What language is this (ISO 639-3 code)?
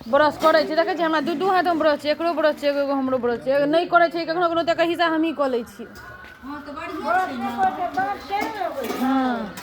mai